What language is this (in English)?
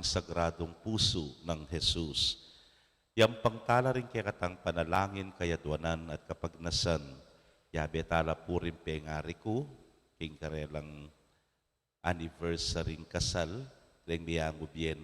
Pampanga